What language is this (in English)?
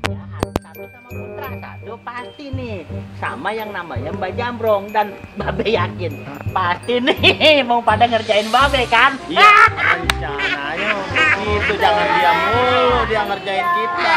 Betawi